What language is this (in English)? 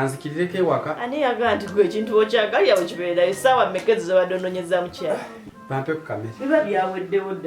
Ganda